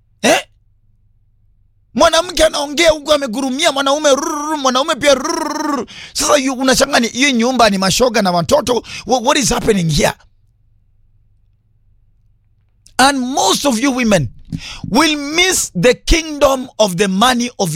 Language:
Swahili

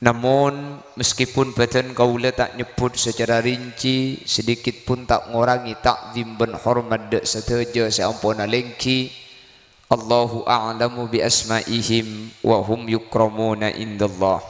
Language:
Madurese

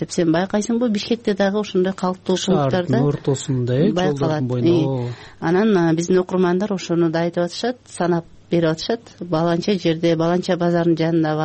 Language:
Kyrgyz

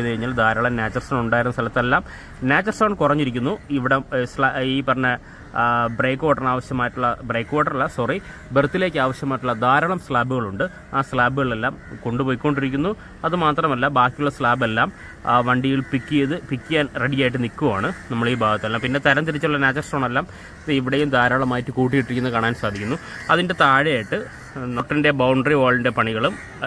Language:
Malayalam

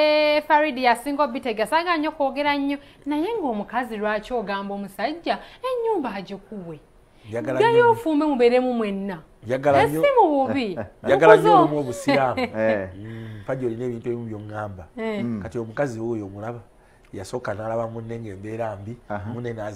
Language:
Ganda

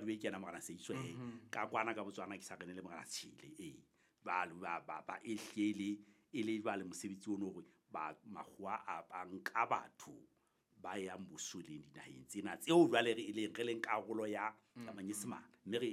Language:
Southern Sotho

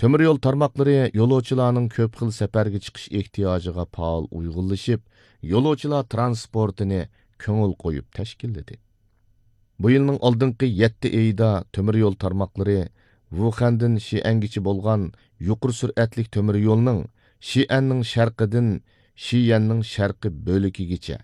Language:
Uyghur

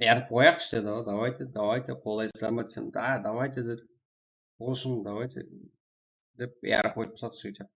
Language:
Kara-Kalpak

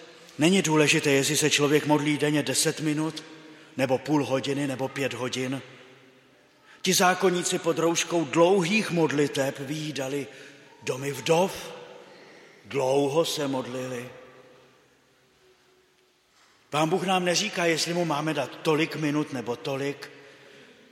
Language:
Czech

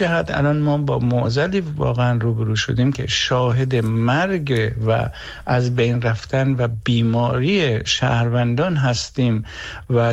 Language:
Persian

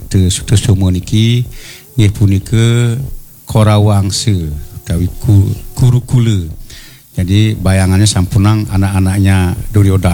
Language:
Balinese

